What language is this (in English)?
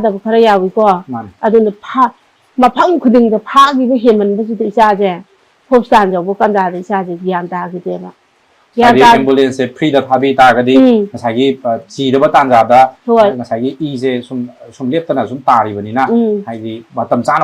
Manipuri